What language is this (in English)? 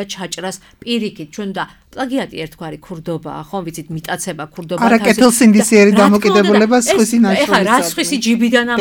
Georgian